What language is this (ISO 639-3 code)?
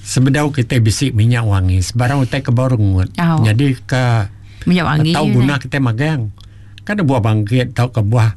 iba